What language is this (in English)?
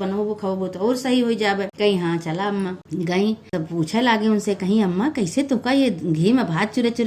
Awadhi